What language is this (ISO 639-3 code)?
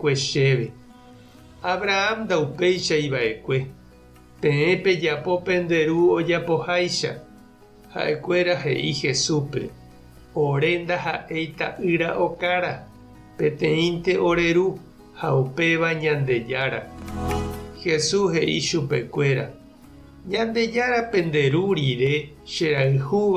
grn